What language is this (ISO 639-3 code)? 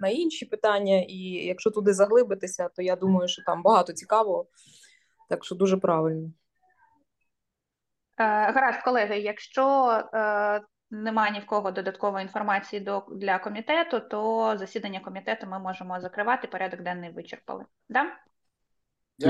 ukr